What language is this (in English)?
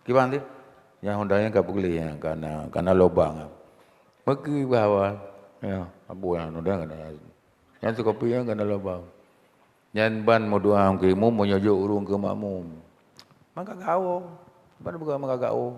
Achinese